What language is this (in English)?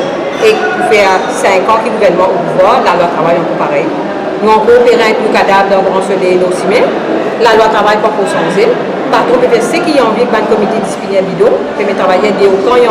Morisyen